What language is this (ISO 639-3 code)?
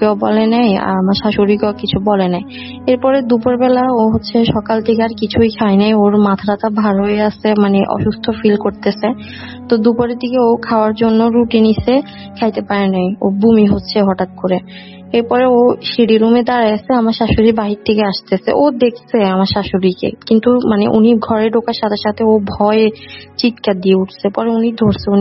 ben